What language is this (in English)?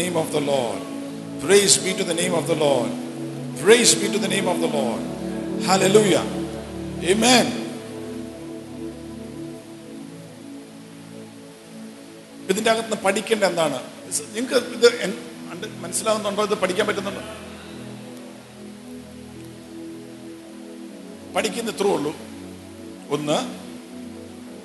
Malayalam